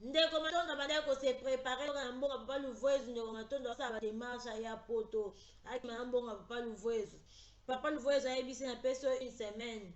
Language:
Lingala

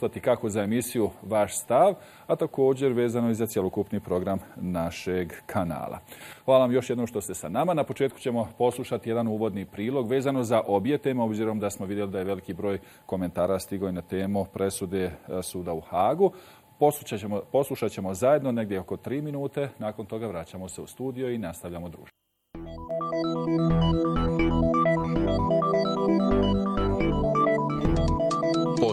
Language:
Bosnian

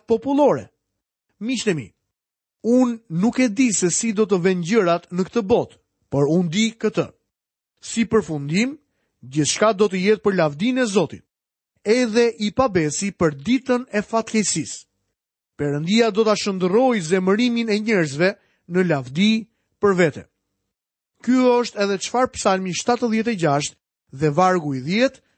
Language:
Albanian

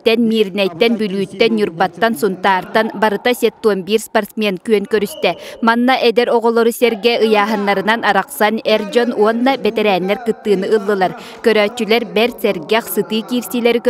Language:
Yakut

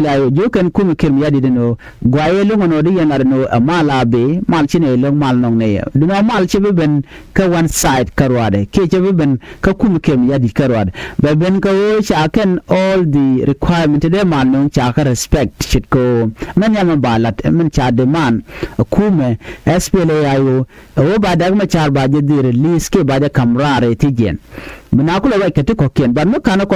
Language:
Nuer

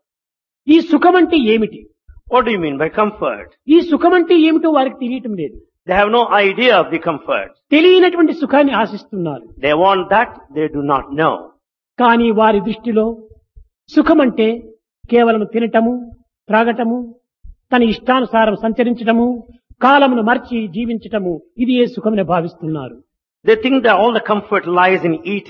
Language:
Telugu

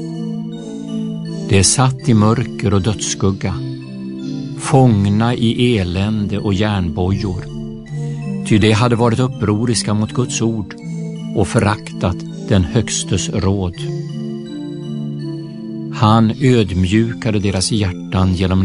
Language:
Swedish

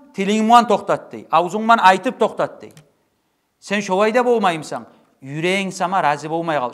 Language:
Kumyk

